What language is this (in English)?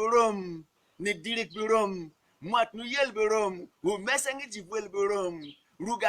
Berom